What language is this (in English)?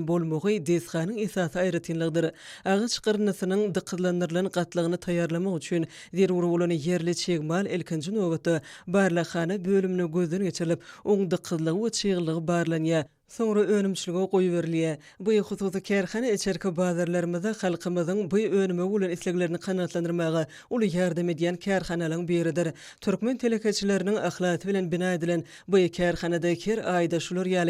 Turkmen